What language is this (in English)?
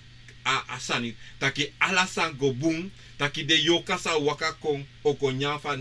Sranan Tongo